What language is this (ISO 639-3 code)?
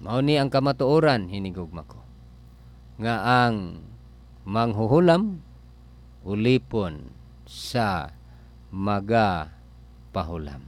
ceb